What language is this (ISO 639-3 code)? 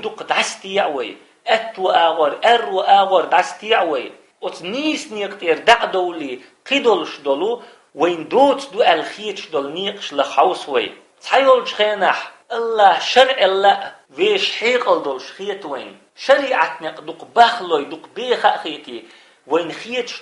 che